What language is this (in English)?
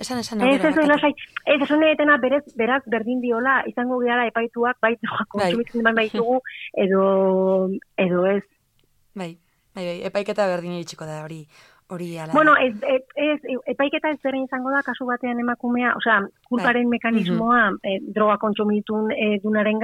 Basque